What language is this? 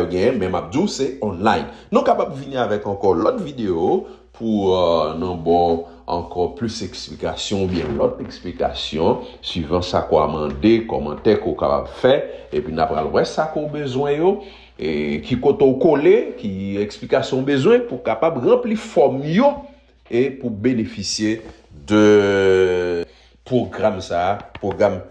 Haitian Creole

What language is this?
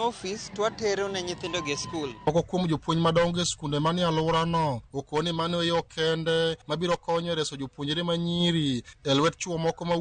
Luo (Kenya and Tanzania)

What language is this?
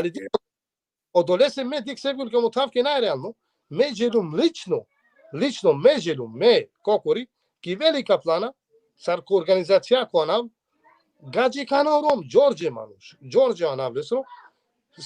Balkan Romani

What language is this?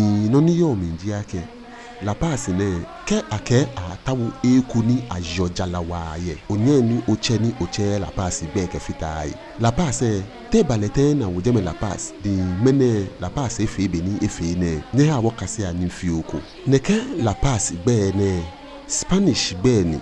Ga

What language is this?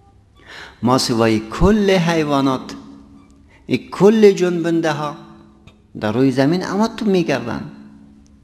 Persian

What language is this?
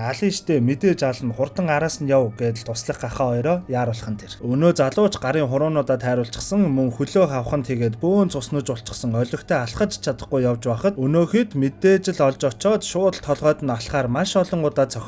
Mongolian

